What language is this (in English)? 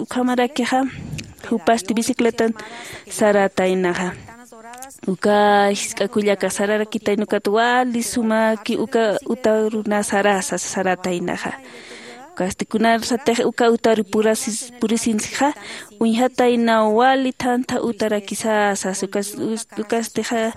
Aymara